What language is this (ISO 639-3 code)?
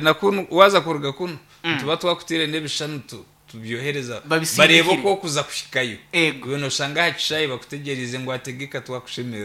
nyn